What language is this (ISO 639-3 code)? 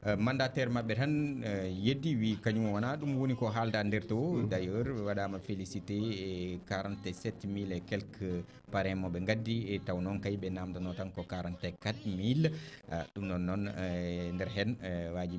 ful